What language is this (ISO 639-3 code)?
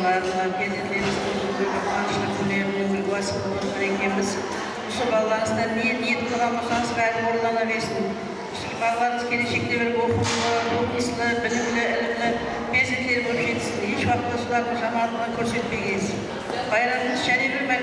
kaa